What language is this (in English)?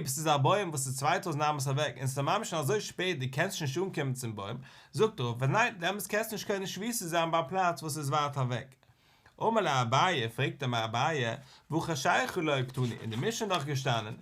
Yiddish